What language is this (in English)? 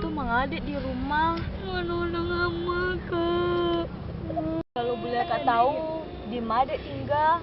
Minangkabau